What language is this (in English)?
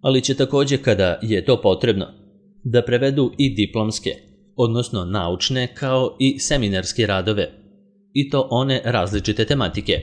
Serbian